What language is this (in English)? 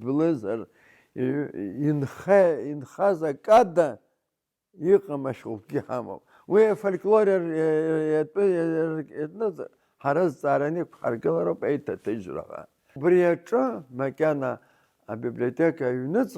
Abkhazian